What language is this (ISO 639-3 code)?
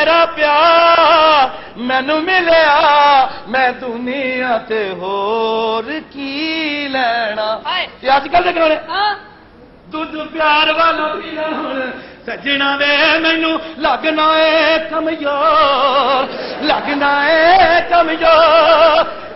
pan